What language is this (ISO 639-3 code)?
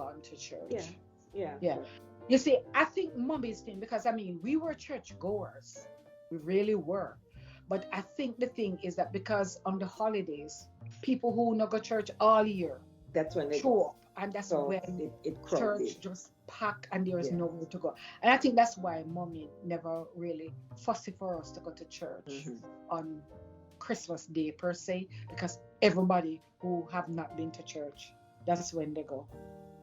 jam